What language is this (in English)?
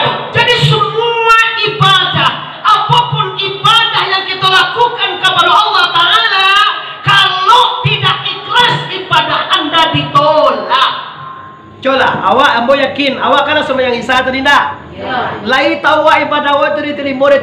Minangkabau